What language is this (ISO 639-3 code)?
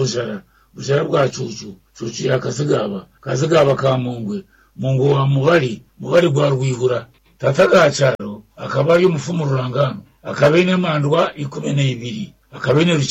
nyn